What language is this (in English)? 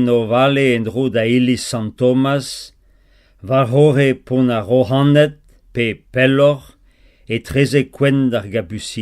Breton